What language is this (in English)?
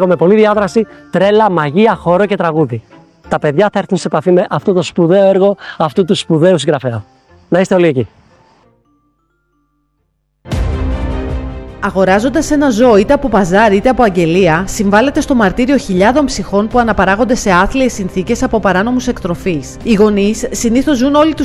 Greek